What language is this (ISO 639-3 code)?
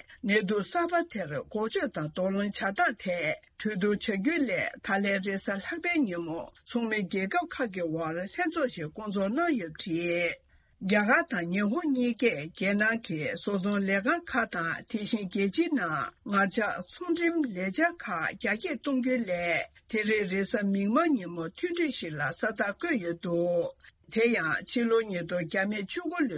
bod